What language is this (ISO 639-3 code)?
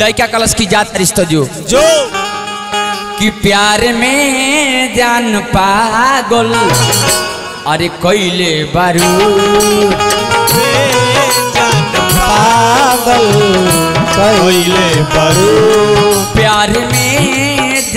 bho